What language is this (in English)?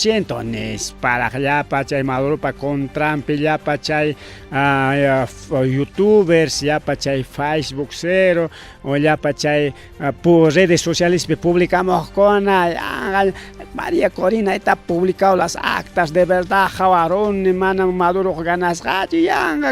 Ayacucho Quechua